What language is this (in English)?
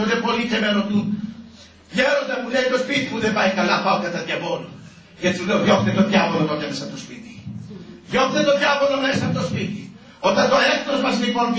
Greek